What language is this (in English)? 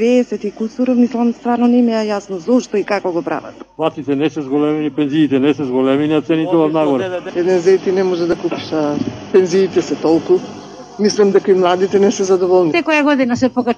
Macedonian